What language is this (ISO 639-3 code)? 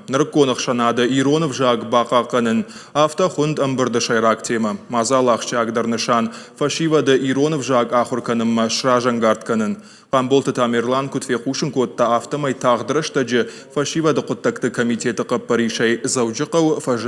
oss